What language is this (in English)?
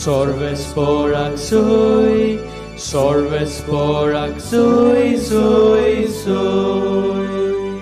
Konkani